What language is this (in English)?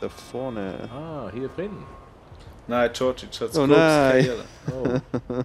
Swiss German